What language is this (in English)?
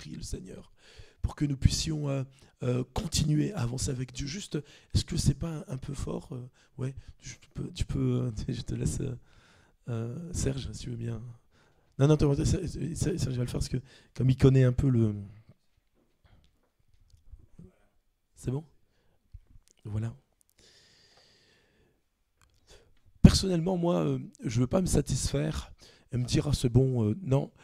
French